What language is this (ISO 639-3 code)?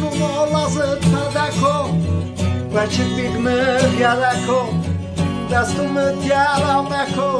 zza